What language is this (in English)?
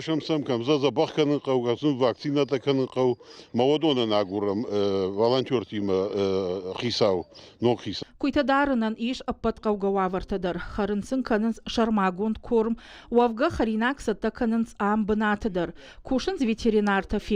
Ossetic